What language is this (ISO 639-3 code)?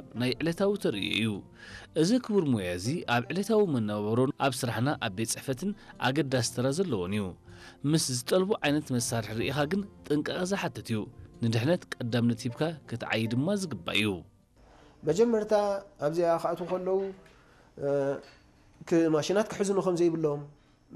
tir